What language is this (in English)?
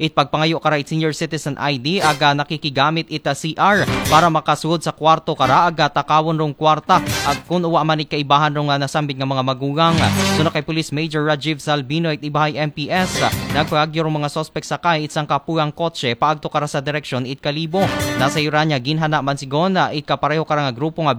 Aklanon